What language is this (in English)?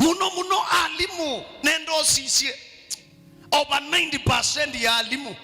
Kamba